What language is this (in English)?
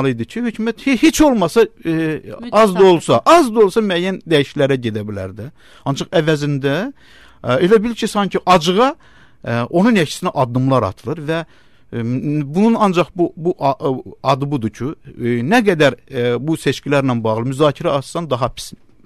Azerbaijani